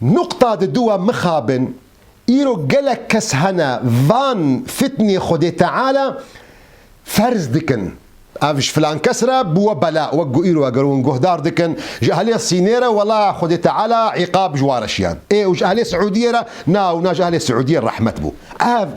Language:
Kurdish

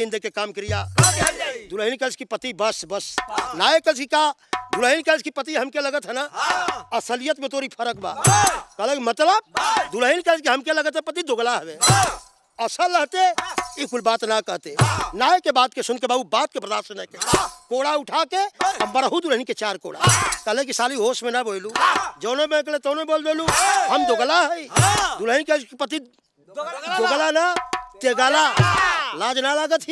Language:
Bhojpuri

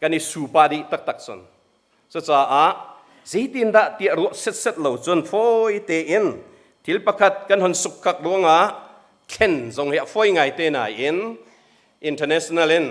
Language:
Hakha Chin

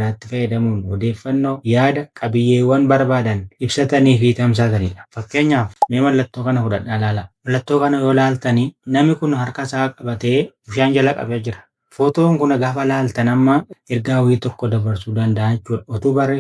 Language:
Oromo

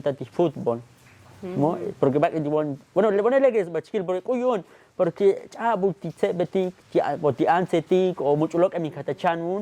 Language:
Tzotzil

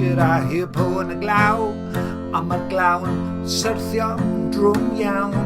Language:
Welsh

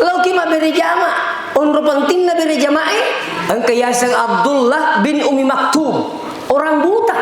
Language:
Buginese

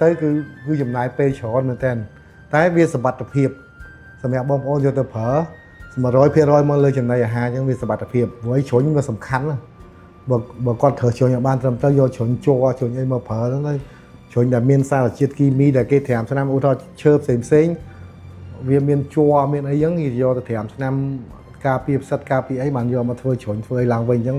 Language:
Khmer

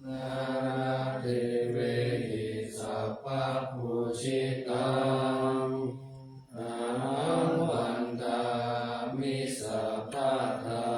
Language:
Pali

